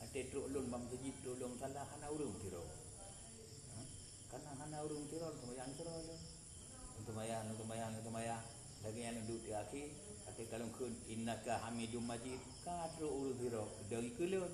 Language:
Achinese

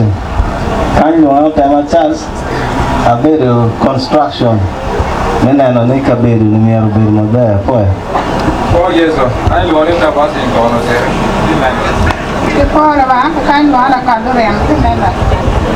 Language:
Acoli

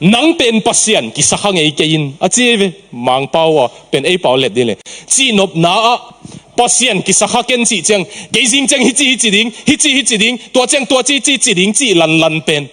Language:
Tedim Chin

